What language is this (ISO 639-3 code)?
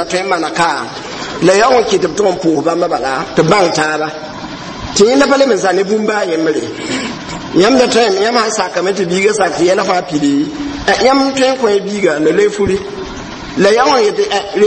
mos